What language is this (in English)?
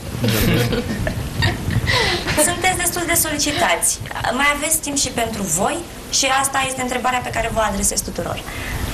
Romanian